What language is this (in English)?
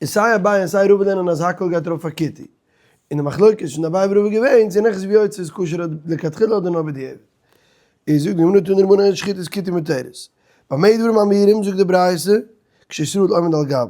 Yiddish